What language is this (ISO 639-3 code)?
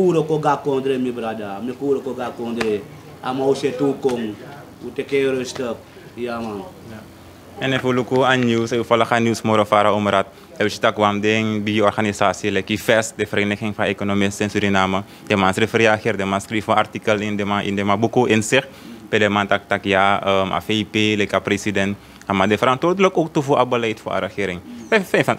srn